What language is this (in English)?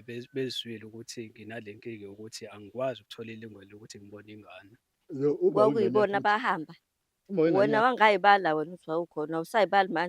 Zulu